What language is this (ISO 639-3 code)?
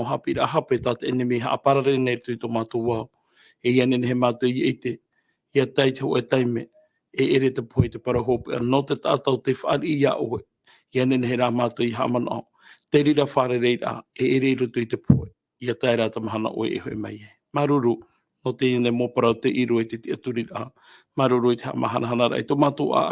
tah